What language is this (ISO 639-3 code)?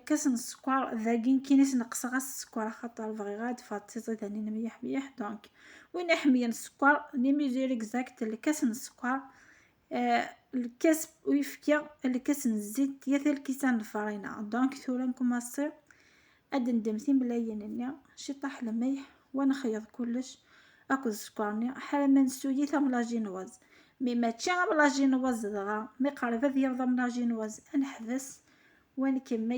kab